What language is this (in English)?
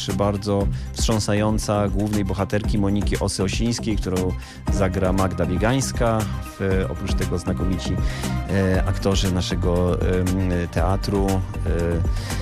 Polish